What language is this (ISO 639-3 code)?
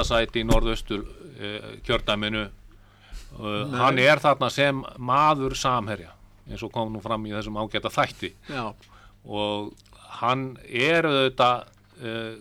isl